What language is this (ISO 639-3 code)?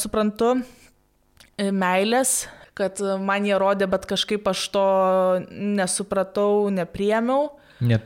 lit